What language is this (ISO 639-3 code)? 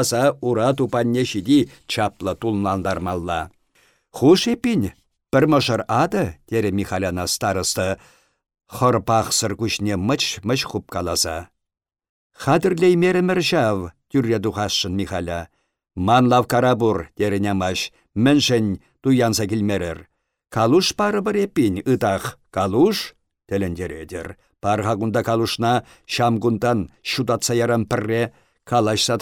chv